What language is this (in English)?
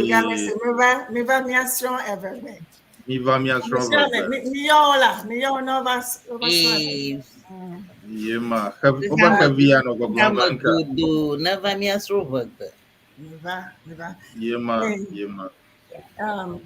Ewe